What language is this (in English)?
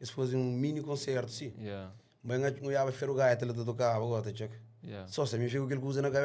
Kabuverdianu